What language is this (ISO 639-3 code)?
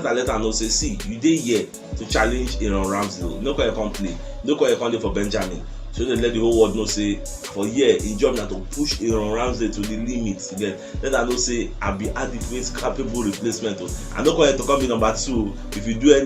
pcm